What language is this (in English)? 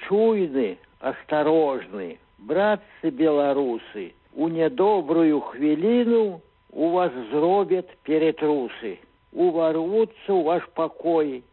Belarusian